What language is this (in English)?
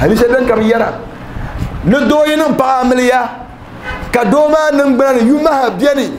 Dagbani